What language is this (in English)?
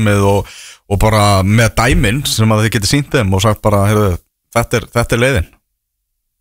Icelandic